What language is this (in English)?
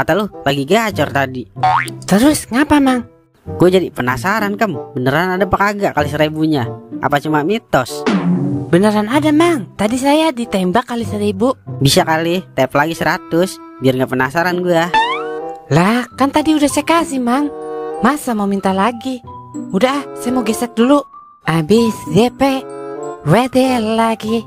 Betawi